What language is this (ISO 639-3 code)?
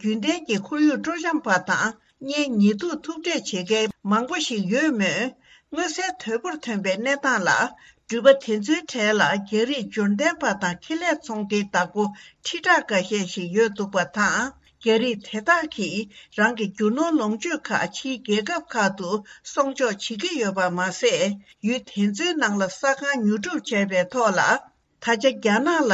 bod